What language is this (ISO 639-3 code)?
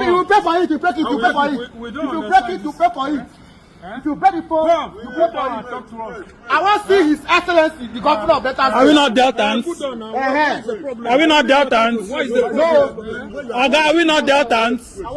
pcm